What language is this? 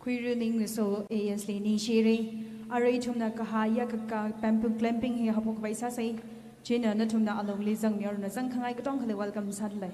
Tangkhul Naga (India)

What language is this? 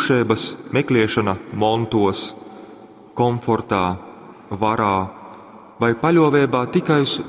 Latgalian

